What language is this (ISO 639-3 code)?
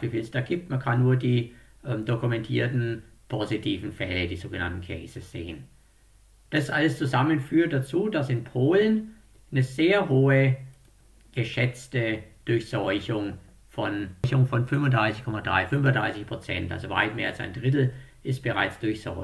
deu